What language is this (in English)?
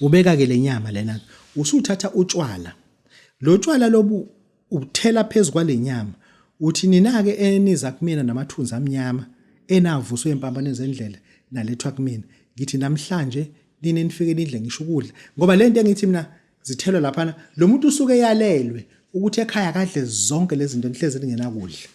Zulu